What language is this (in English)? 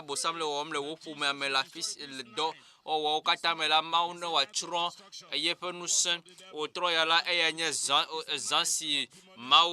Ewe